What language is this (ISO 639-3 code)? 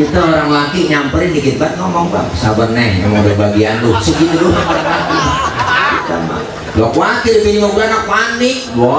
bew